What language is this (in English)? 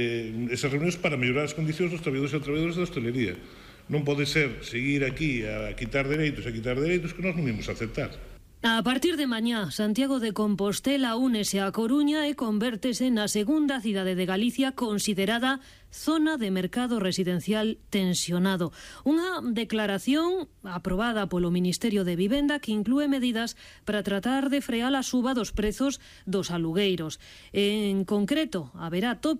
Galician